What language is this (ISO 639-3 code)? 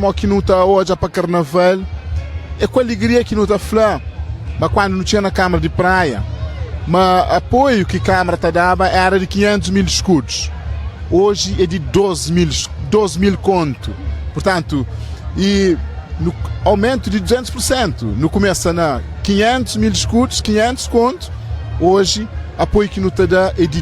kea